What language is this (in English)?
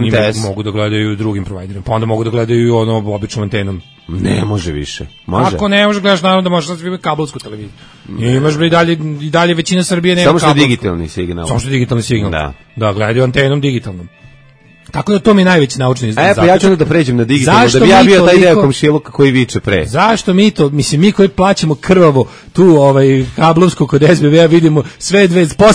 Serbian